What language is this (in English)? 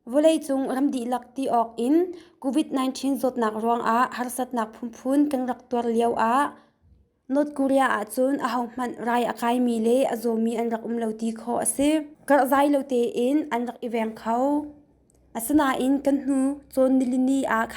Hakha Chin